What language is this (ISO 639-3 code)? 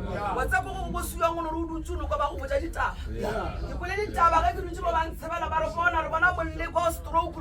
nso